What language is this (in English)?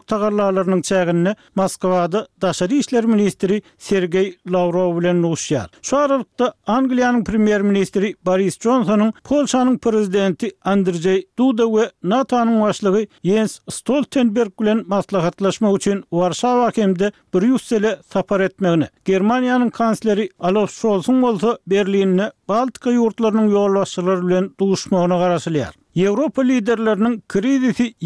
Turkmen